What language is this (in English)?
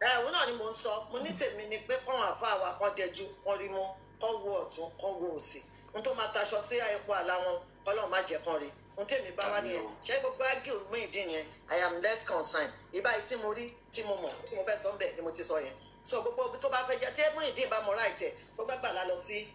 Yoruba